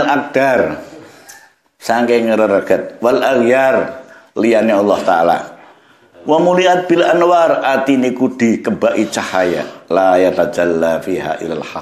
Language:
Javanese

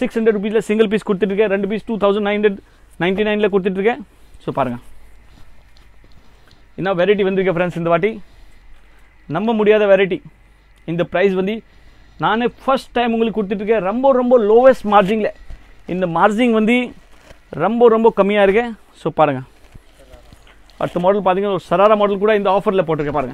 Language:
Tamil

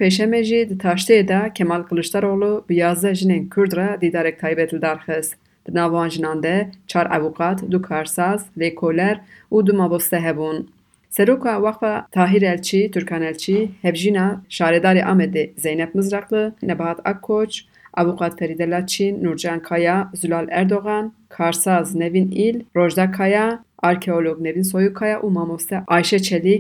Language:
Kurdish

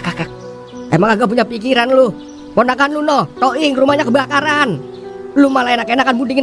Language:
Betawi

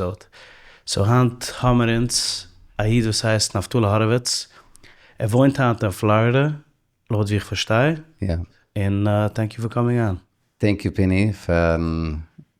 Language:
Yiddish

